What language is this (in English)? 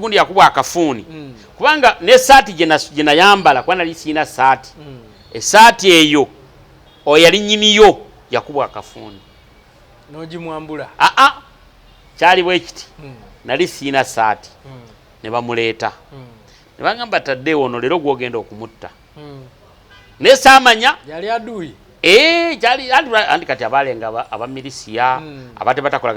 Ganda